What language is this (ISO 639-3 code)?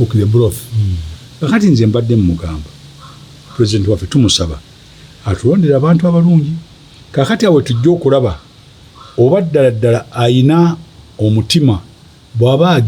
lug